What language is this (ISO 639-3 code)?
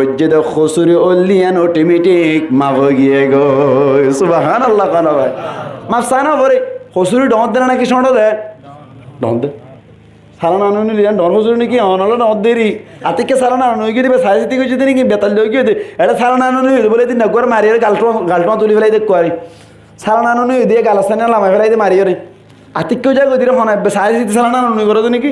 rhg